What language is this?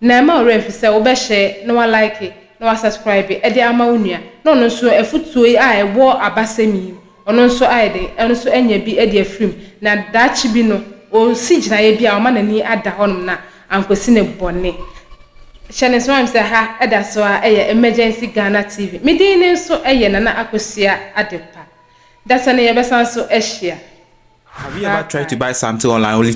Akan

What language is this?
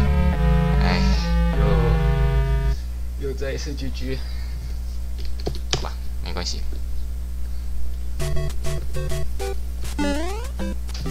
Chinese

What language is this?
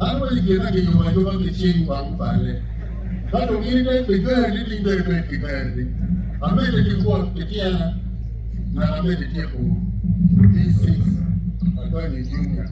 Acoli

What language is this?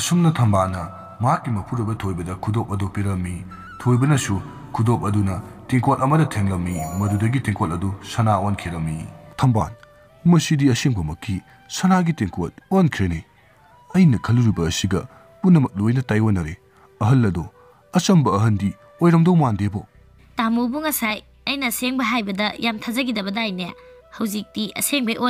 Manipuri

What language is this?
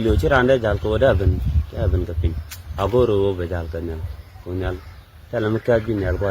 Nuer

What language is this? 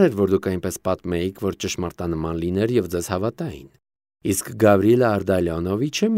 Armenian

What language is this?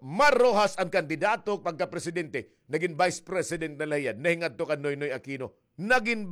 Waray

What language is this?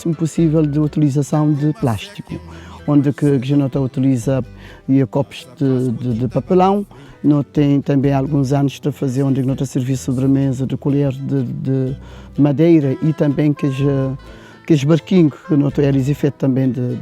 Kabuverdianu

